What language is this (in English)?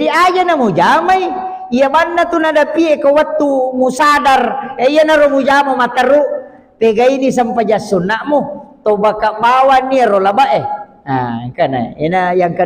Buginese